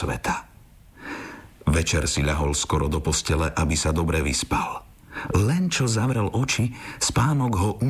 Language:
Slovak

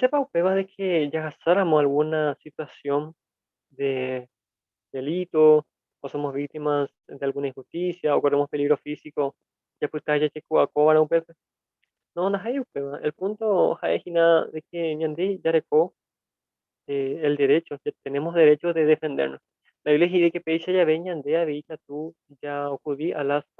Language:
Guarani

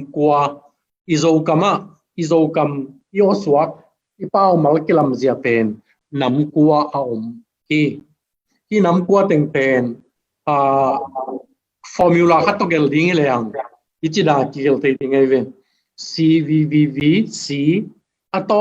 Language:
Tedim Chin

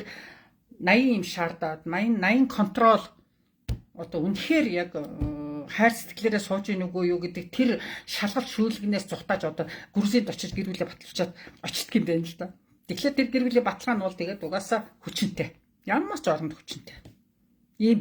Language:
Mongolian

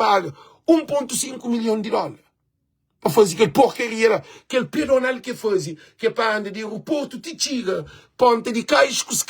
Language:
Kabuverdianu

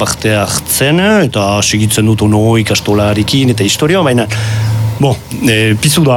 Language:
Basque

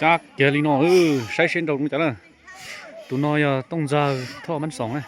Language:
Hmong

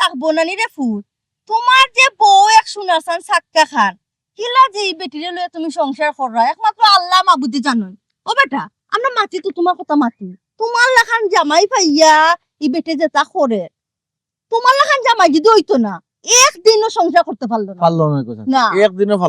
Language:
Sylheti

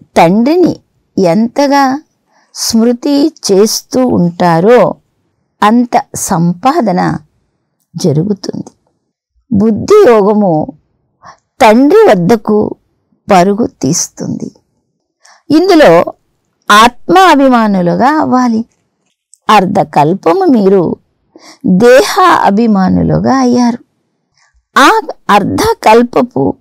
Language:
Telugu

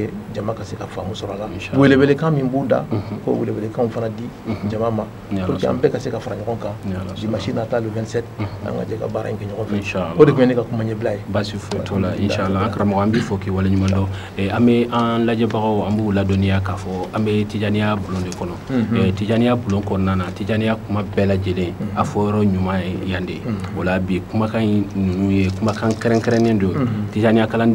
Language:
Bambara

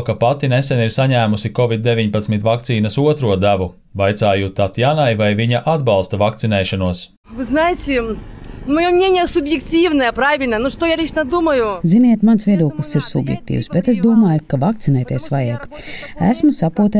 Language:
Latvian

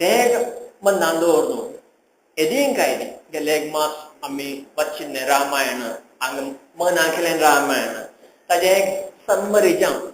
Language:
Konkani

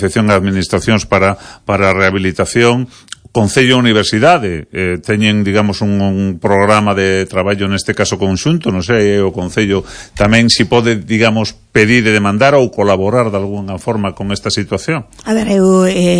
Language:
Galician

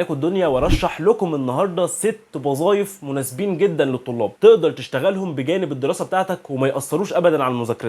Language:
Egyptian Arabic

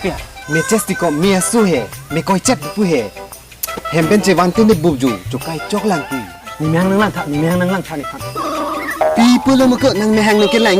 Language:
Karbi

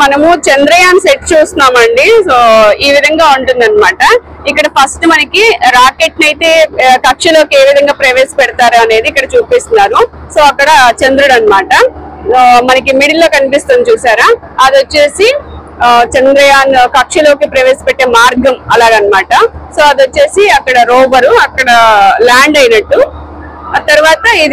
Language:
Telugu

